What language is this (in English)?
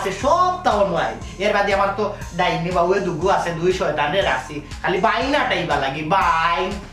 Sylheti